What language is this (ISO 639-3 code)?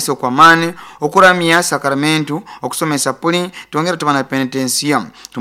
nyo